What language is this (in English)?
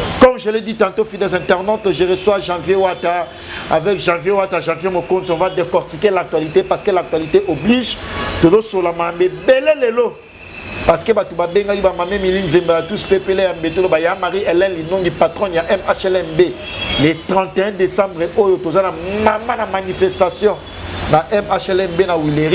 Lingala